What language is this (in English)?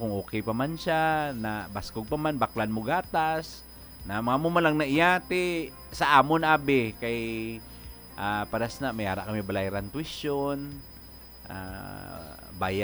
Hiligaynon